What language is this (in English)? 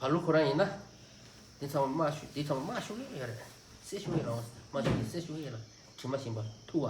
Tibetan